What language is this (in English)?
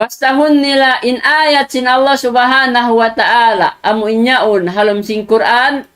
Tausug